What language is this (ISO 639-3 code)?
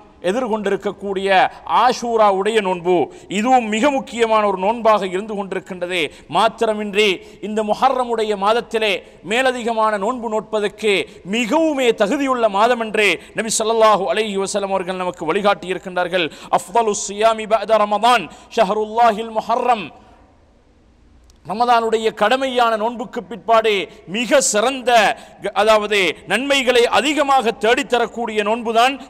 tam